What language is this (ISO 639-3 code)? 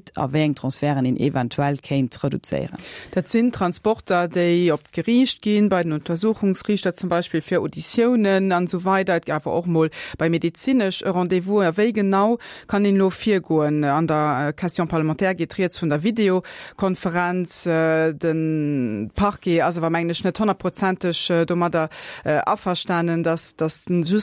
ltz